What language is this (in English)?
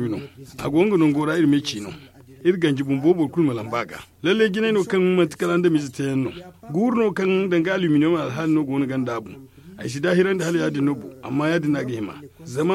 Zarma